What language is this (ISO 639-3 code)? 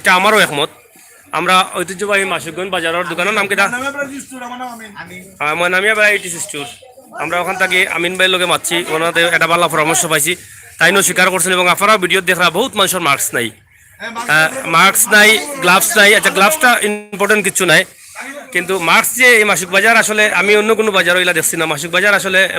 syl